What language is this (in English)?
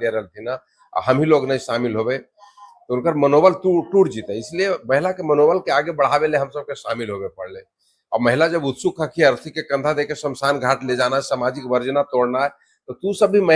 Magahi